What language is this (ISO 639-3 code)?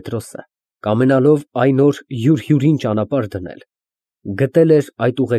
hye